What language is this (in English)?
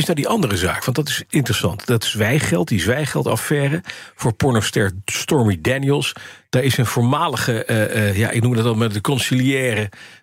Dutch